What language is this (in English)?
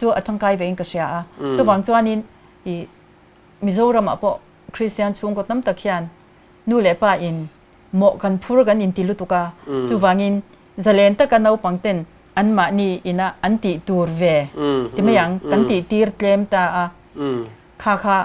Mizo